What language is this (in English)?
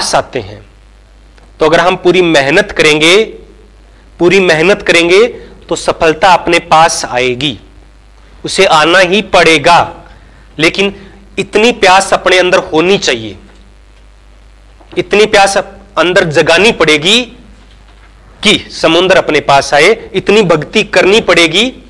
Hindi